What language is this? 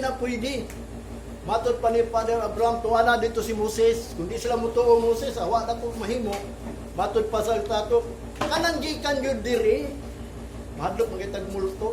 Cebuano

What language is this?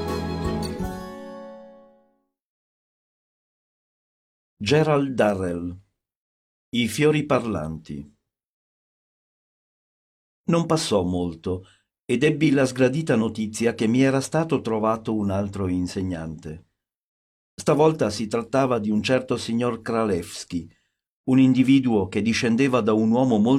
Italian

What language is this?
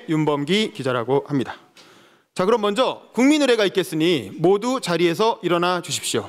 Korean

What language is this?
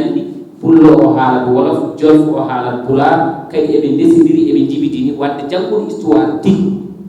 Fula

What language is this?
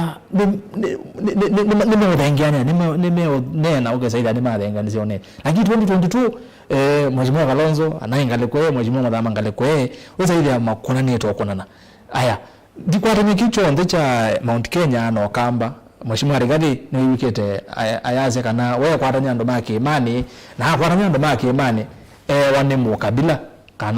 Kamba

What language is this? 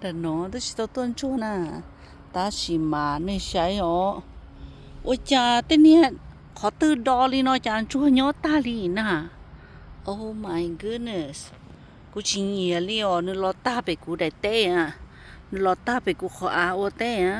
Hmong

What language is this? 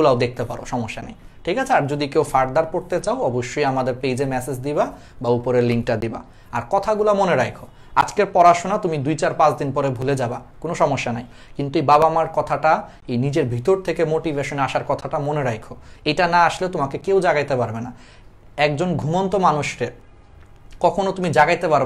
Bangla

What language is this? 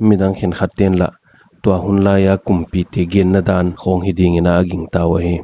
Paite Chin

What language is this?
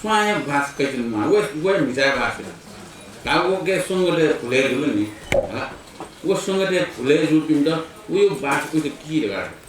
Newari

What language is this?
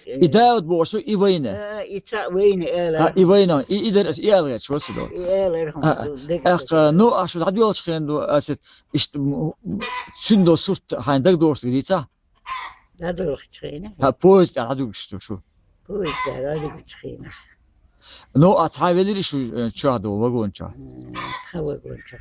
Chechen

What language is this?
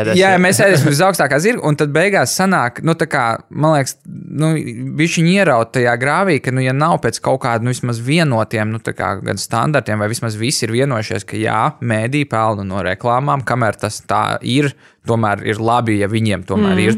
Latvian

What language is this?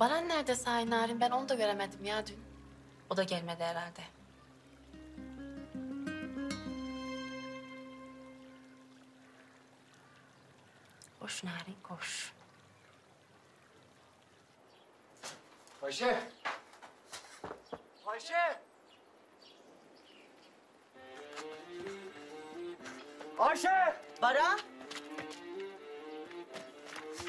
Turkish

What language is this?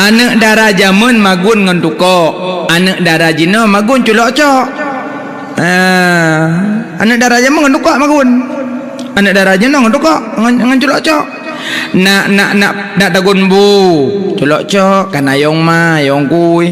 Achinese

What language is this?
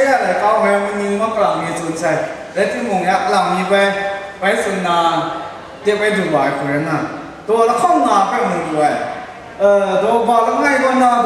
Kachin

